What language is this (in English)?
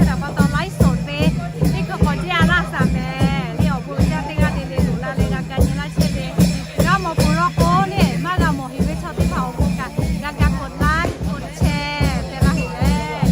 Lahu